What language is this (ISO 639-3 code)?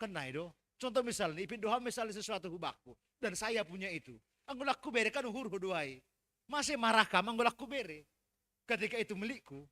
bts